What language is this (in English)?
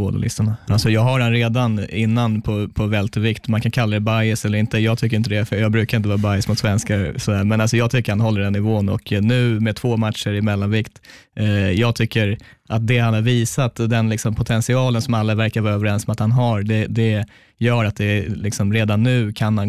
Swedish